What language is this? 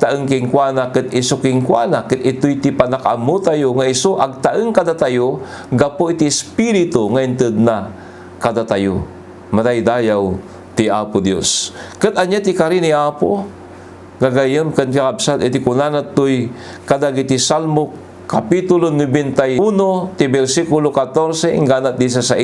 Iloko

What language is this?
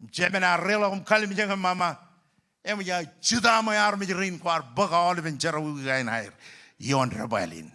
Marshallese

